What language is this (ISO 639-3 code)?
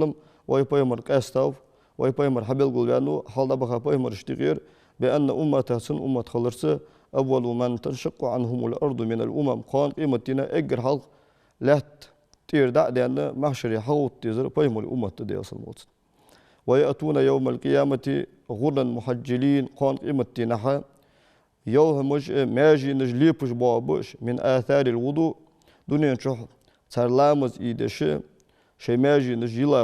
inh